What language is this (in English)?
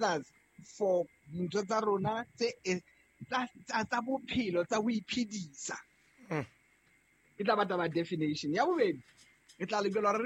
Southern Sotho